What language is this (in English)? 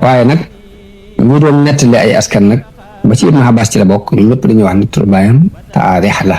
Wolof